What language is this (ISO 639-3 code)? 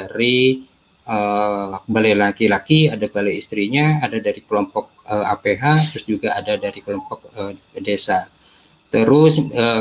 ind